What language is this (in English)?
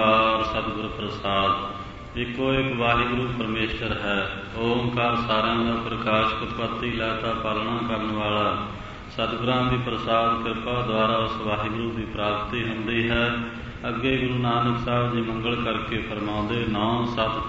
Punjabi